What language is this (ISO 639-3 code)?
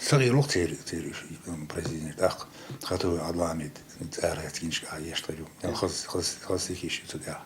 che